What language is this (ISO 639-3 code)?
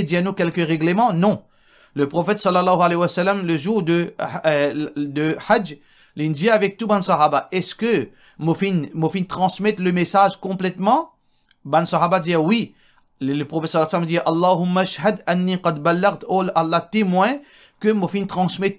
mfe